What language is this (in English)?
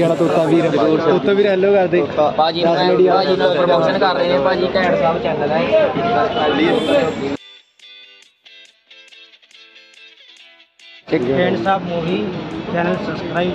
Punjabi